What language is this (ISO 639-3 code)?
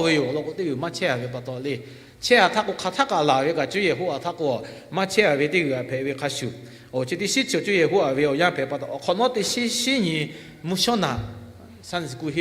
lhu